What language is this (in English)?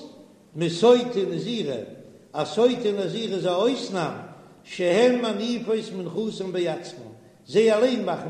Yiddish